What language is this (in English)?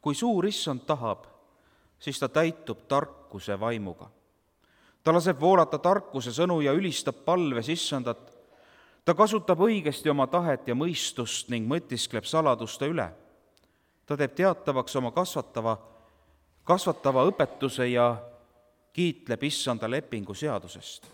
Estonian